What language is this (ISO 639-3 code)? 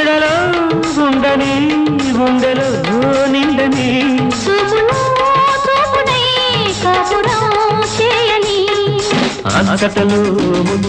tel